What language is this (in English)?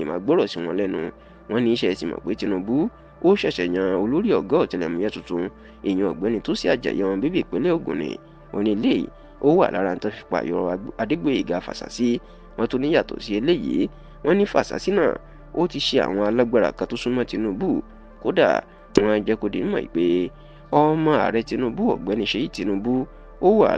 Yoruba